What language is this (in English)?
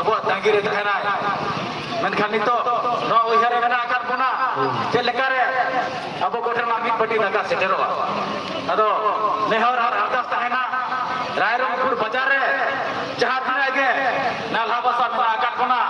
Santali